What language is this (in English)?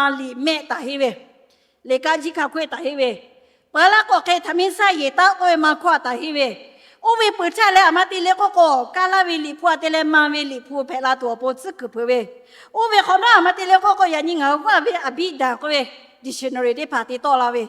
Lahu